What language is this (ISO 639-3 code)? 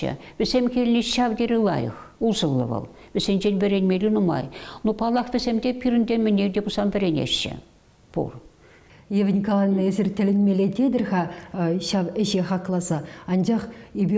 chv